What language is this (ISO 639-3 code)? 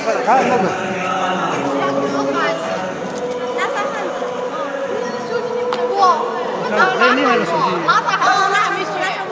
zho